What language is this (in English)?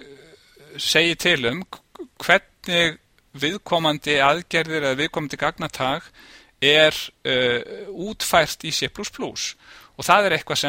Icelandic